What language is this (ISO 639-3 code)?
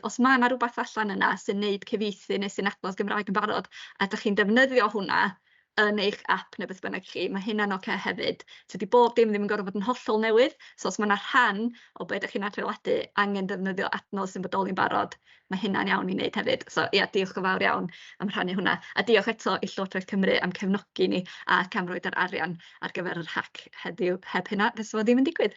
cym